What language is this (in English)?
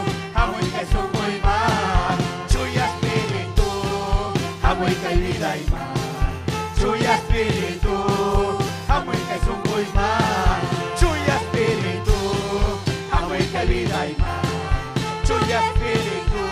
Ayacucho Quechua